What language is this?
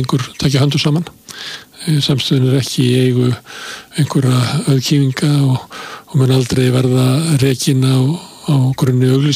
Icelandic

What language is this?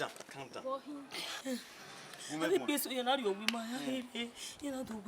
Bini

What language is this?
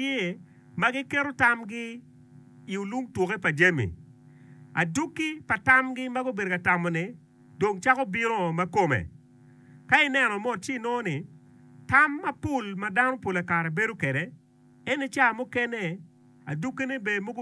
Acoli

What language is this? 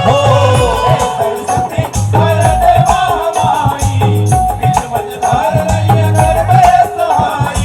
Chhattisgarhi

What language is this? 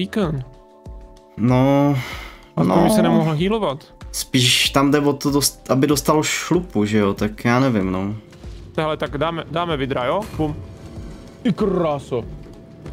Czech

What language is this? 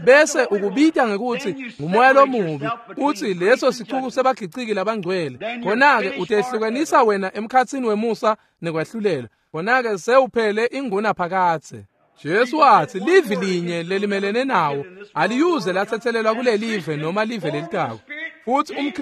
Swati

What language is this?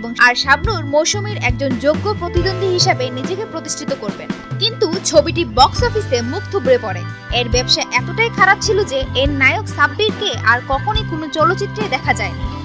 Bangla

